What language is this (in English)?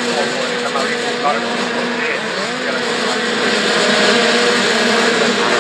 Finnish